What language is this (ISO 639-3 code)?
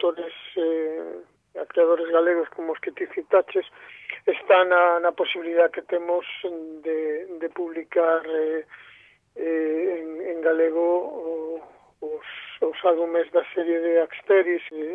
glg